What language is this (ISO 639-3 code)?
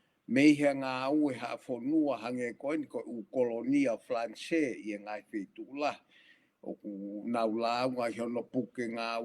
ton